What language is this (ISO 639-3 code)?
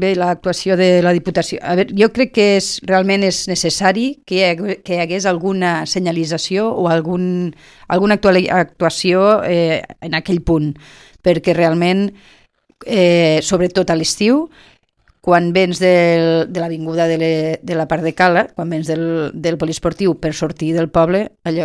cat